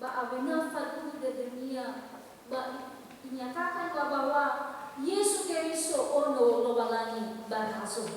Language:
Nias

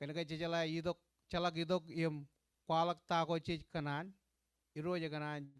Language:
Marshallese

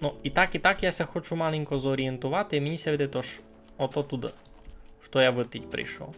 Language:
Rusyn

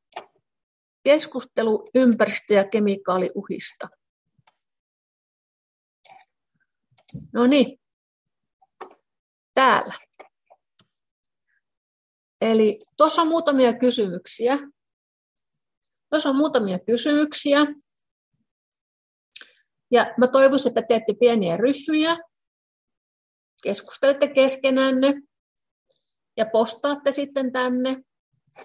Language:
Finnish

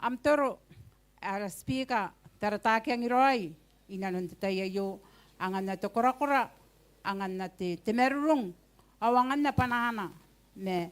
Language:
Gilbertese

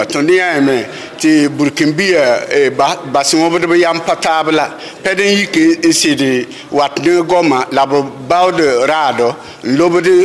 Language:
Mossi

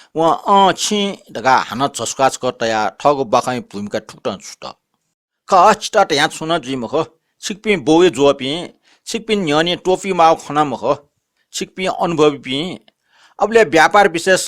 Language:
Newari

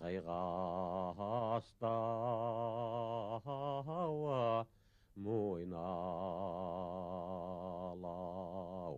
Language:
Bashkir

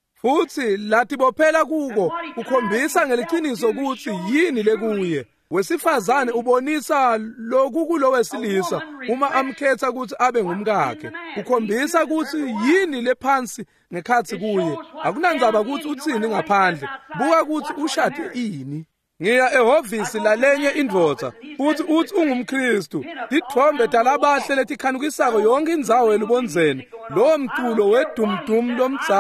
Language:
Swati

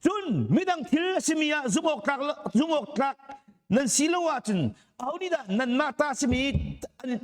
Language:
Hakha Chin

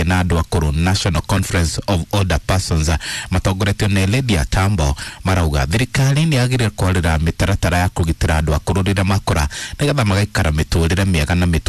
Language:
Kikuyu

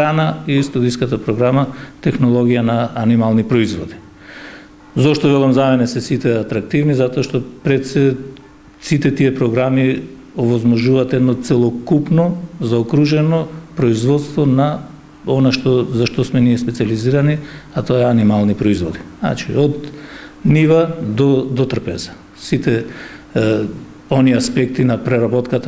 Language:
Macedonian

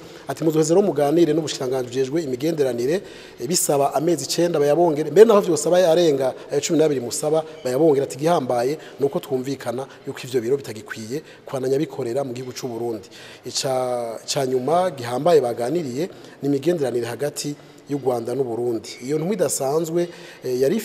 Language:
Rundi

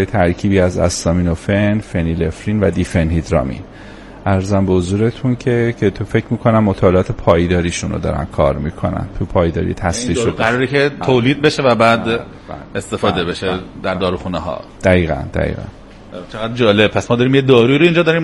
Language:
Persian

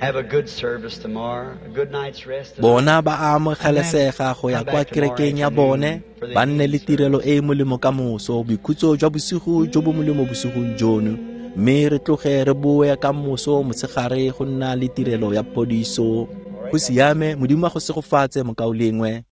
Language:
Tswana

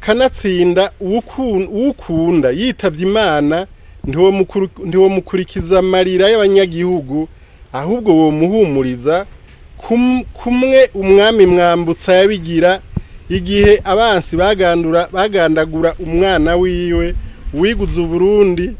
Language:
Rundi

